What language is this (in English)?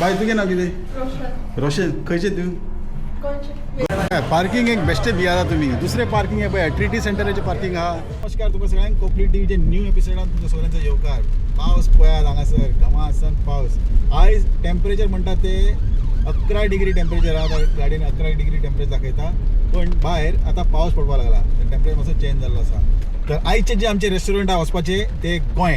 Konkani